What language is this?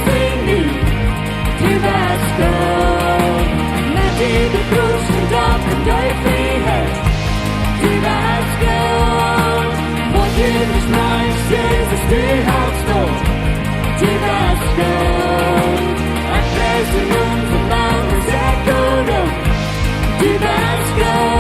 Plautdietsch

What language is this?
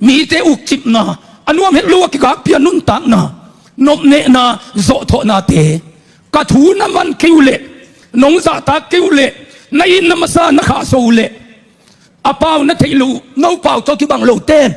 Tedim Chin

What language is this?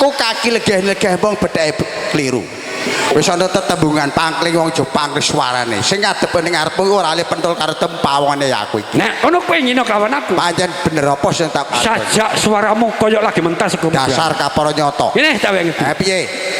Javanese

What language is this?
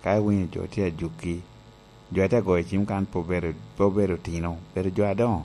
Lango (Uganda)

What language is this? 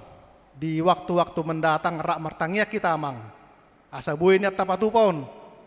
Batak Toba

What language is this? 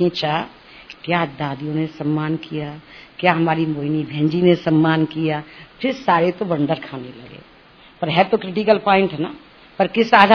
Hindi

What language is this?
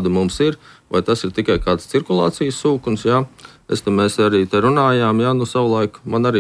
Latvian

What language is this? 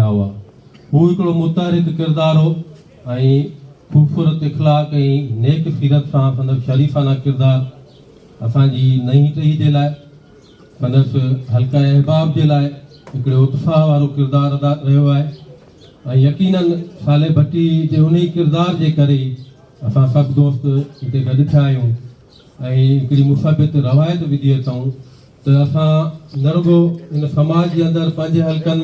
Sindhi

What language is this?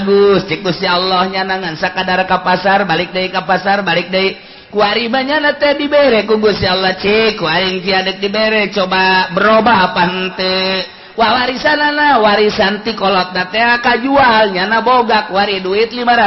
Sundanese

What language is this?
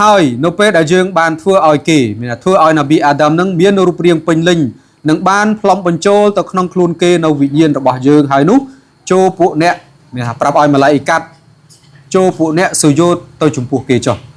Khmer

